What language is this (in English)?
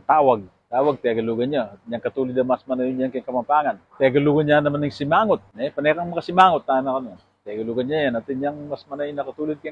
Pampanga